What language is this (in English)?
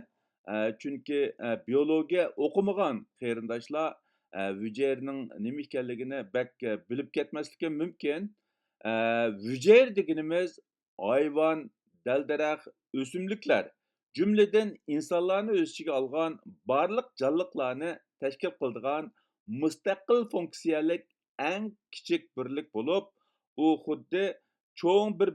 Uyghur